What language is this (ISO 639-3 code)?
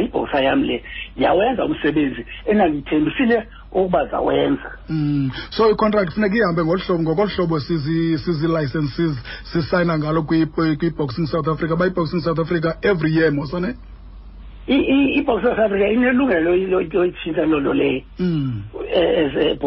xho